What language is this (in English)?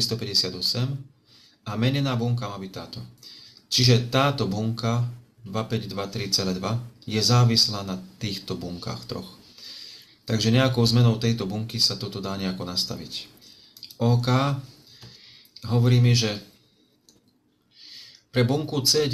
Slovak